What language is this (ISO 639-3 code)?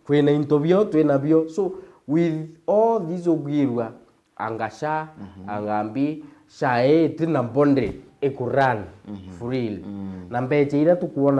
mer